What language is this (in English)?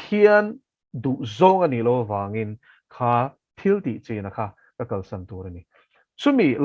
Mizo